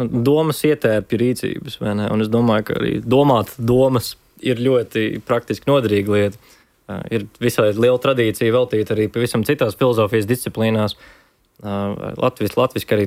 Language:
Latvian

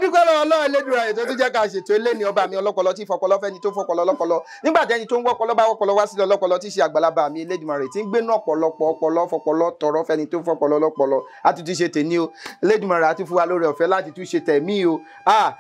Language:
Yoruba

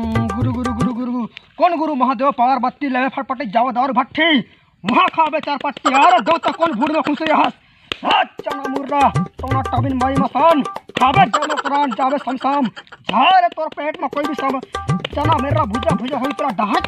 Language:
Chhattisgarhi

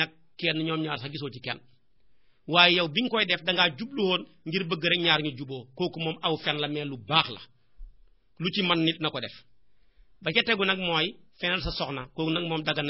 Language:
Wolof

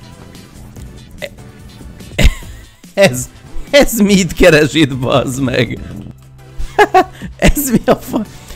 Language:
Hungarian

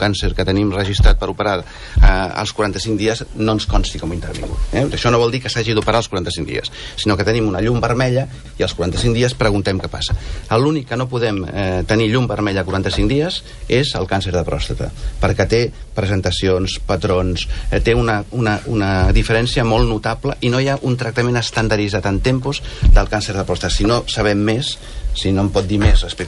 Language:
Catalan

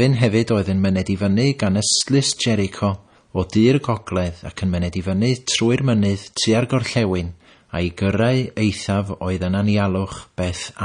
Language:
Welsh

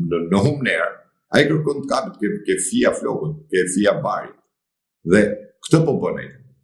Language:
Albanian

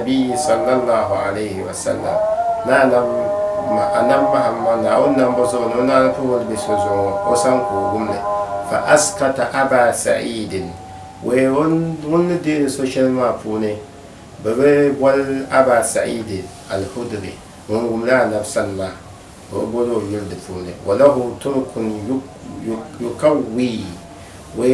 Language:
Dagbani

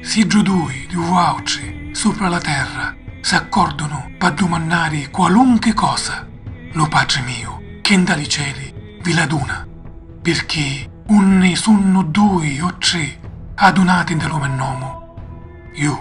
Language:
Sicilian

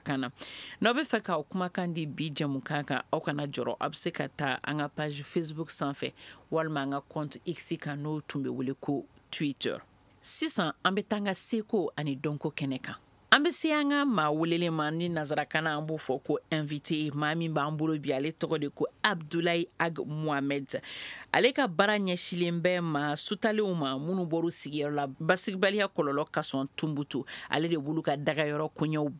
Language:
Bambara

